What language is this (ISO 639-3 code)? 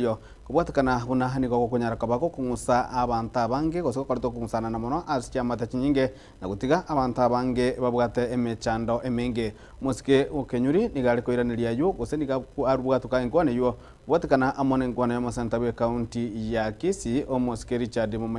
guz